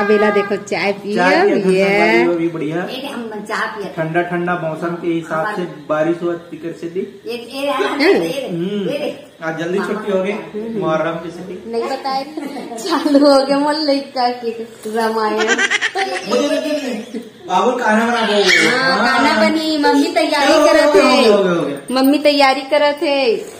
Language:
Chhattisgarhi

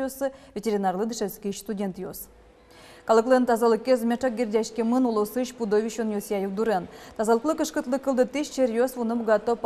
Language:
Udmurt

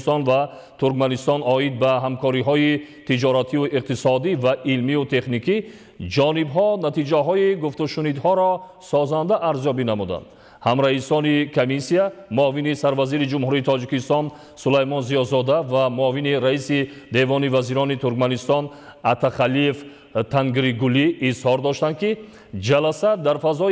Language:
Tajik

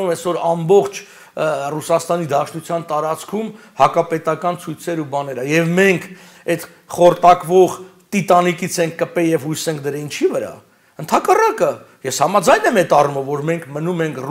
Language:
Armenian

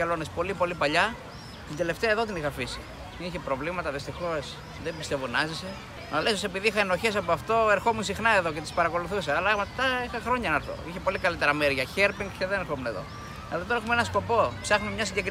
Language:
Greek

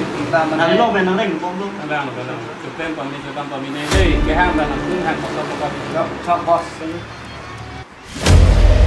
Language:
Malay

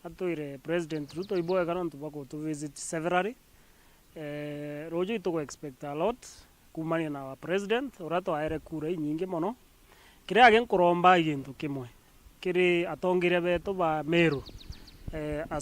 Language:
Meru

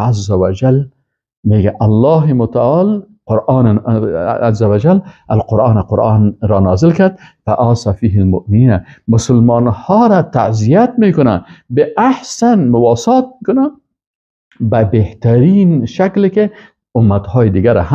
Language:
Persian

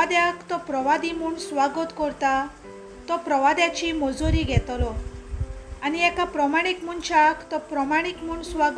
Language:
Konkani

